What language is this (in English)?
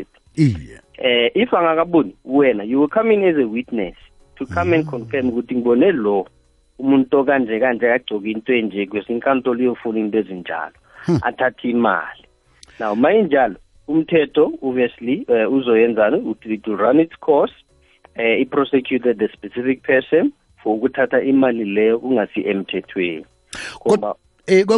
South Ndebele